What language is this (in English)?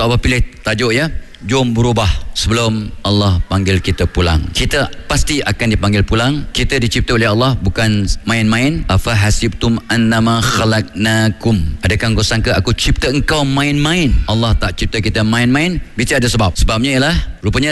Malay